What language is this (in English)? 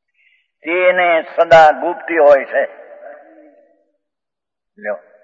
Gujarati